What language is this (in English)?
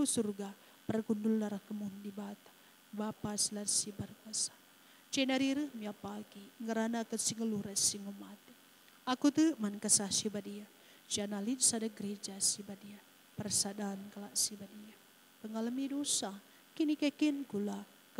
Batak Karo